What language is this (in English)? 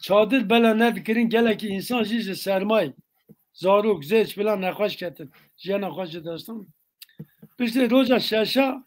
Kurdish